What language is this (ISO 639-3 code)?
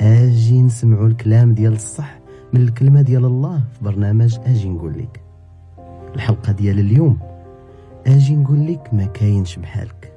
ary